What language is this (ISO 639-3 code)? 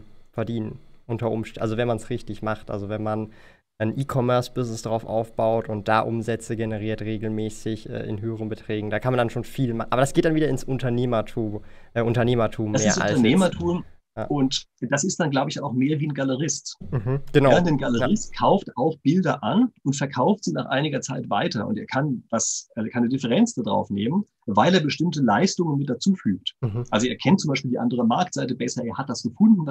deu